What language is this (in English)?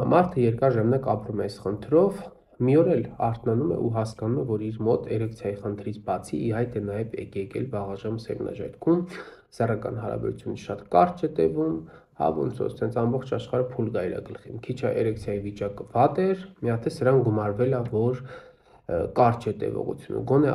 Armenian